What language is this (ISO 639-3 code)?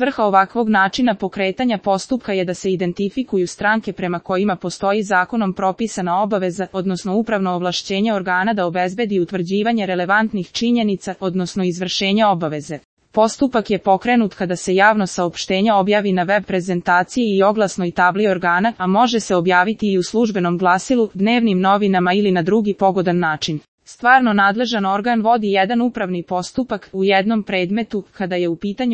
srp